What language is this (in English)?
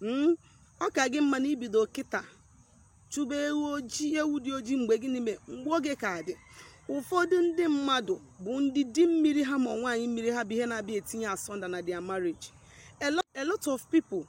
Igbo